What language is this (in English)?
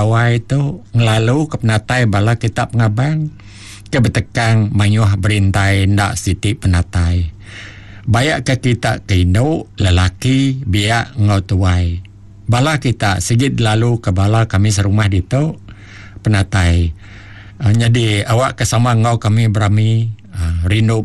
Iban